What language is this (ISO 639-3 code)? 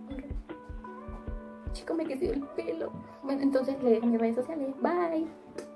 spa